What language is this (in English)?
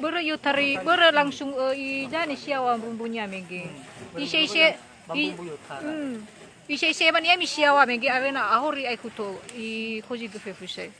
Nias